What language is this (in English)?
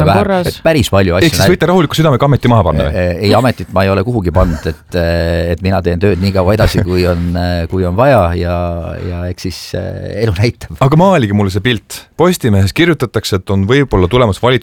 Estonian